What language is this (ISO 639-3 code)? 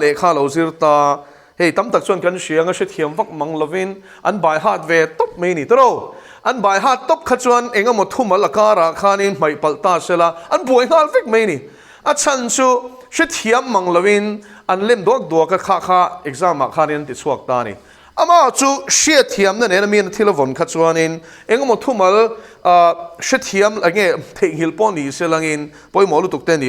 lus